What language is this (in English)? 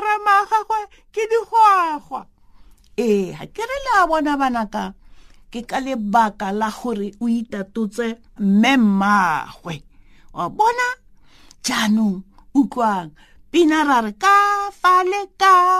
Tswana